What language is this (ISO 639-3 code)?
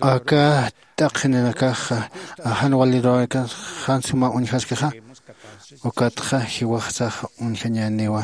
aym